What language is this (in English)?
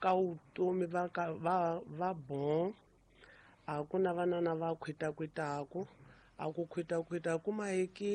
Tsonga